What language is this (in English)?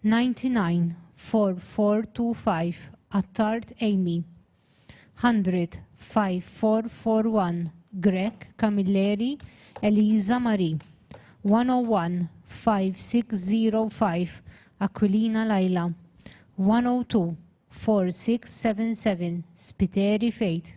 English